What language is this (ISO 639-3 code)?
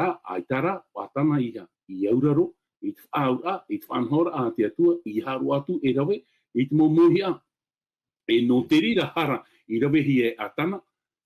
tah